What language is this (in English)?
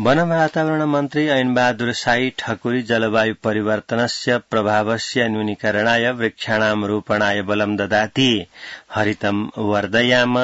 Sanskrit